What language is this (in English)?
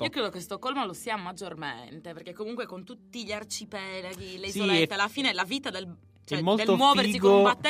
Italian